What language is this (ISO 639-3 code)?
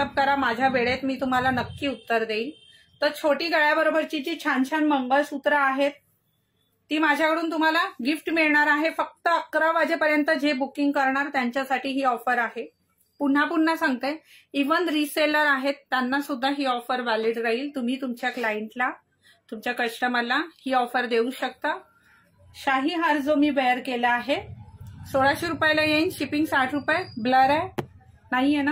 mar